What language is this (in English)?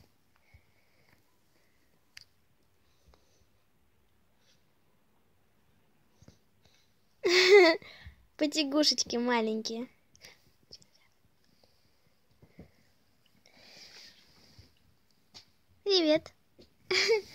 Russian